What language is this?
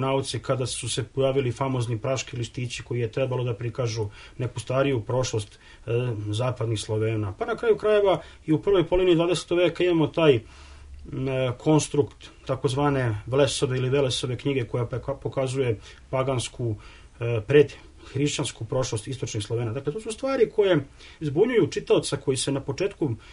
Serbian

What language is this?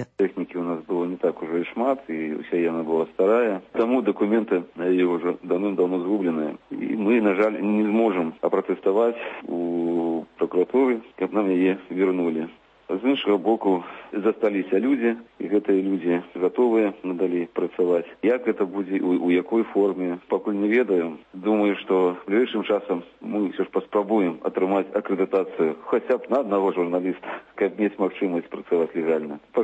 Belarusian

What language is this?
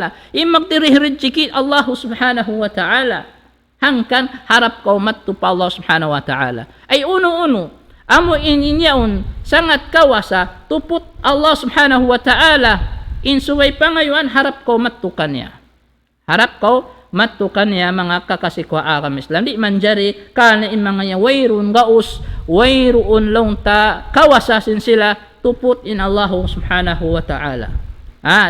Tausug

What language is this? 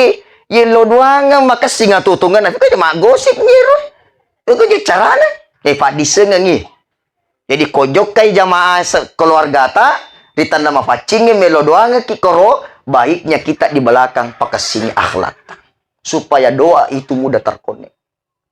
Buginese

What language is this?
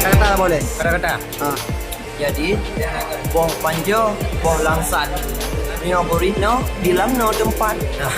Achinese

